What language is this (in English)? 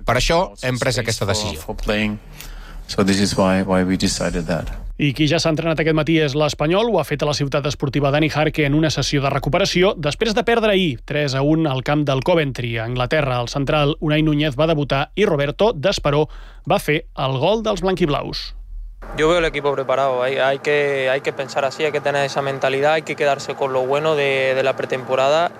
Catalan